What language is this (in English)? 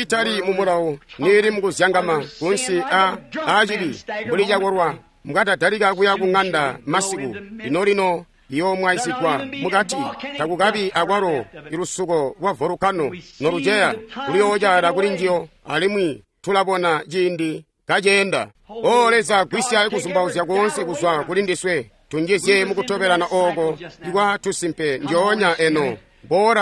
Tonga (Zambia)